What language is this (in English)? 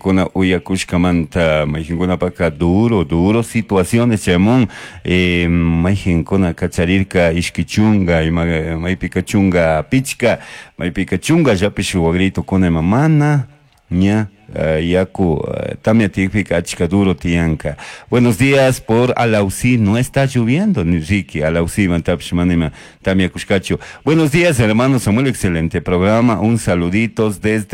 Chimborazo Highland Quichua